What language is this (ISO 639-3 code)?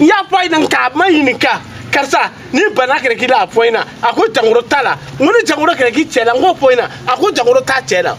bam